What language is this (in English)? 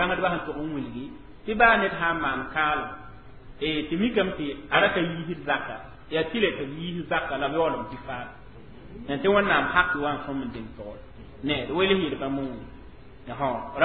Mossi